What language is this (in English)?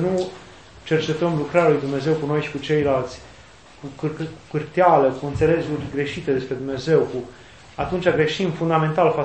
Romanian